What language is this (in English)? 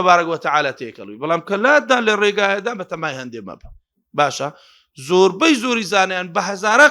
Central Kurdish